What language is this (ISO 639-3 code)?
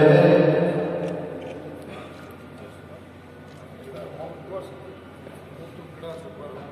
kan